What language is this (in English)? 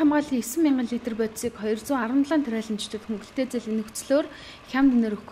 Mongolian